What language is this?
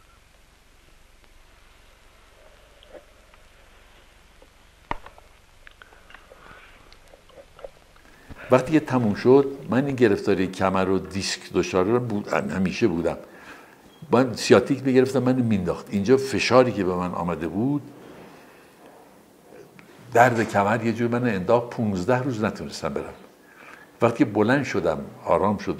Persian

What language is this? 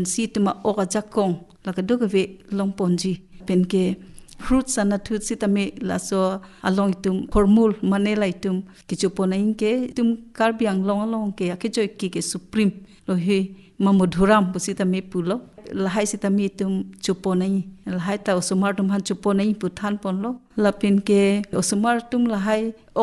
Karbi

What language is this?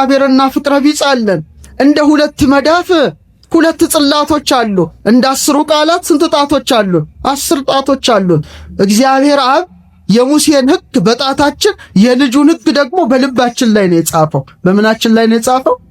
Amharic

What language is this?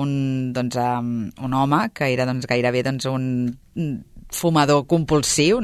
Catalan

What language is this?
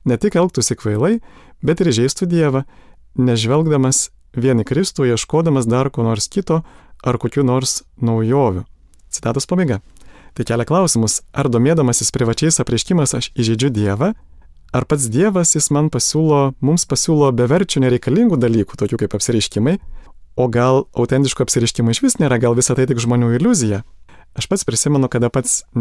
Lithuanian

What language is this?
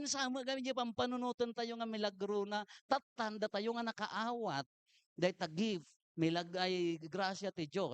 Iloko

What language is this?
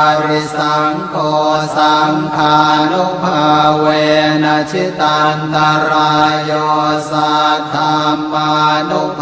Pali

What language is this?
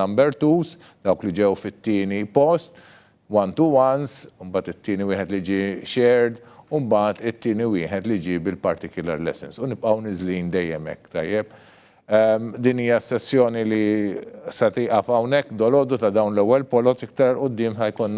Maltese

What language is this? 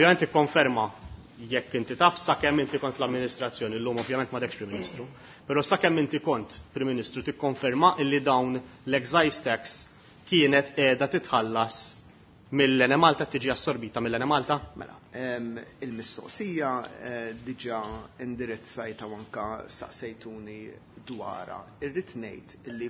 Maltese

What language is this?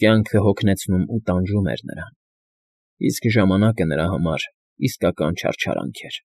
Armenian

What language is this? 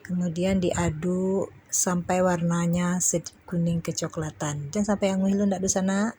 Minangkabau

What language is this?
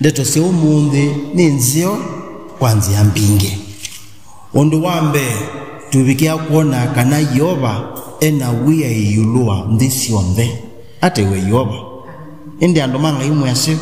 Kamba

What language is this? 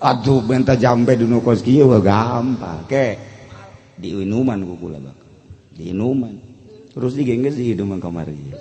Sundanese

